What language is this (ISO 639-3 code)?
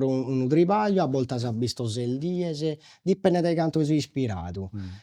srd